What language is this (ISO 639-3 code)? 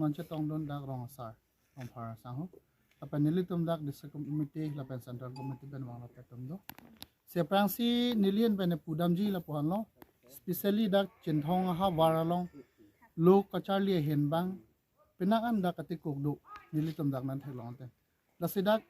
mjw